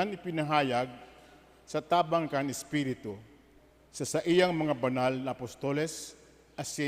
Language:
Bikol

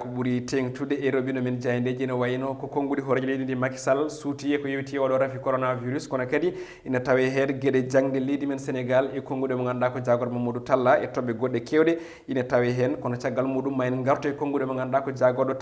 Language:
Fula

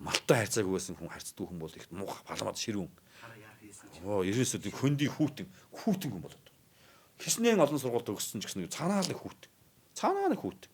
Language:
Mongolian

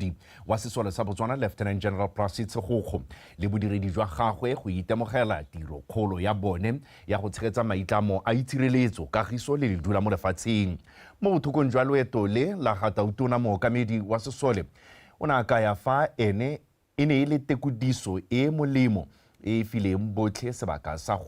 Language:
Tswana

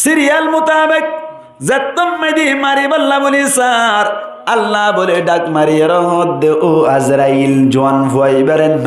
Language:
Rohingya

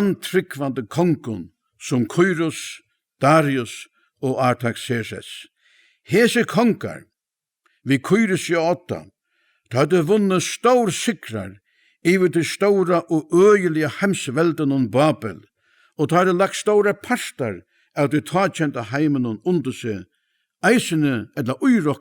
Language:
Faroese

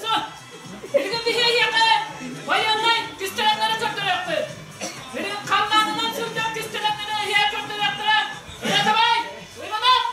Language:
Yakut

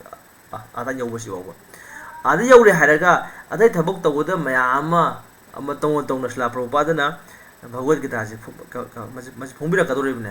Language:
Manipuri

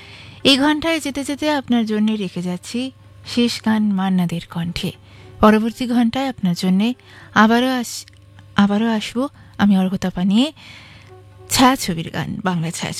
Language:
Bangla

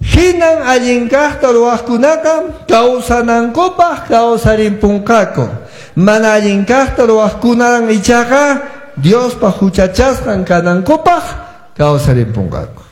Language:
Quechua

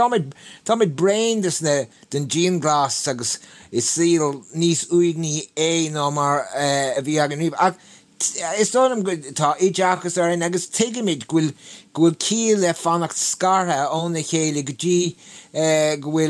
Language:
Irish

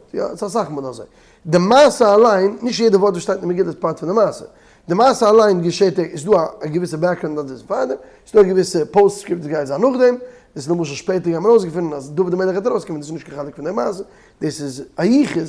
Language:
Yiddish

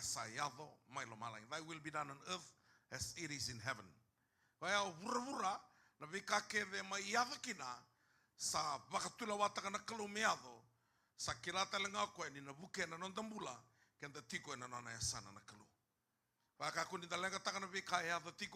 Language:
Fijian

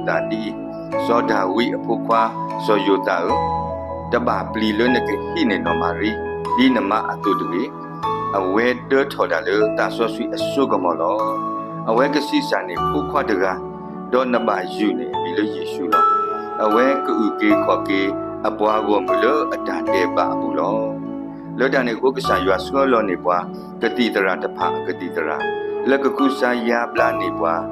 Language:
S'gaw Karen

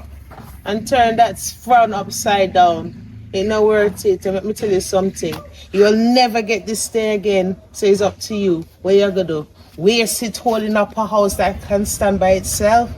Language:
Jamaican Creole English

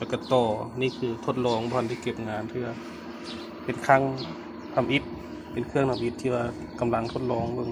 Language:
Lao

